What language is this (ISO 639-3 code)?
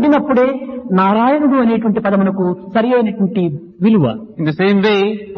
tel